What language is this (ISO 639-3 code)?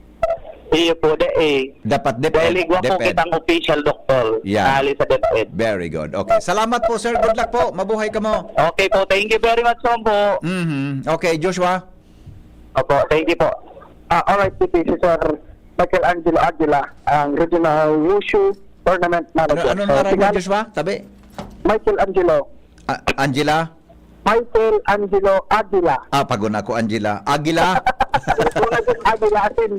bik